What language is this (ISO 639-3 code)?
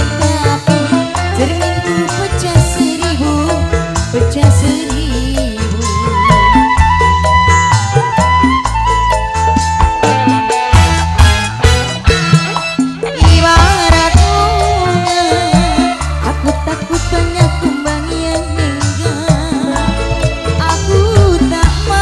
ind